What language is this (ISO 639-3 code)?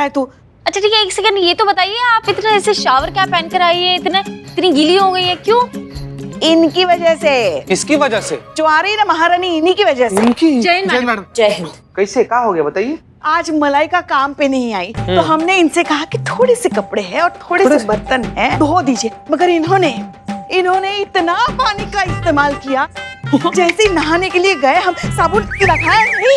hin